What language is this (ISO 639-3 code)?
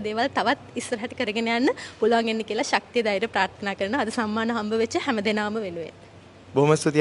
sin